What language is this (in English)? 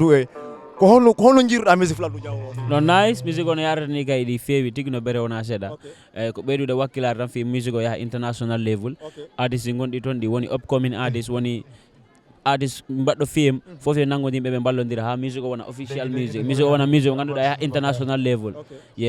Fula